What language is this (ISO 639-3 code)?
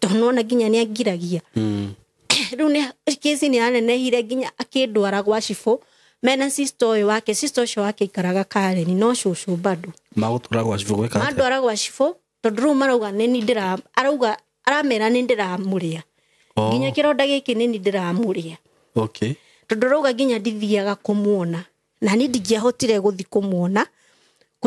kik